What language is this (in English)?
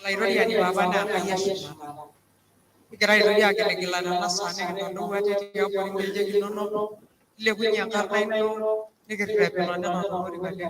Masai